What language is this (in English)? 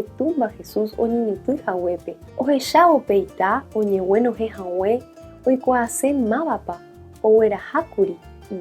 Guarani